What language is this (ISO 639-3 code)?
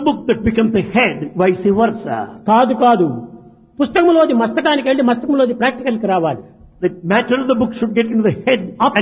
tel